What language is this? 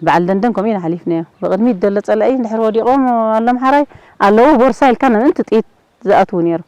Tigrinya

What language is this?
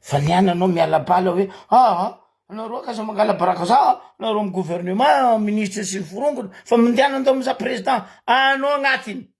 Malagasy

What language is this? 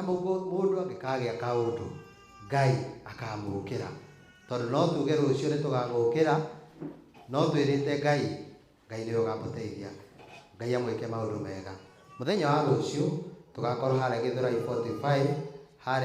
Kikuyu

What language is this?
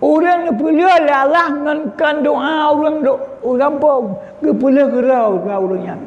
Achinese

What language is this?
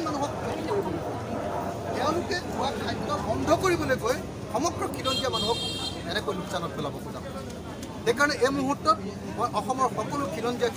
Assamese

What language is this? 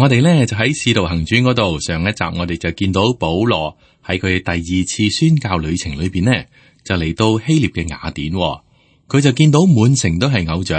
Cantonese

